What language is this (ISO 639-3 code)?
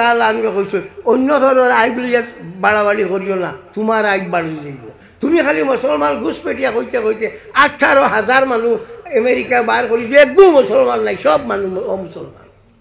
syl